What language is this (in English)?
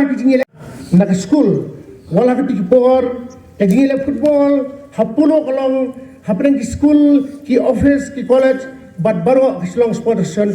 Khasi